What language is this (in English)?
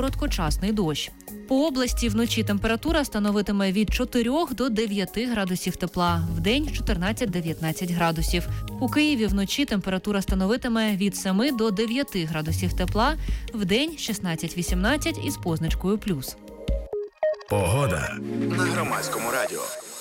Ukrainian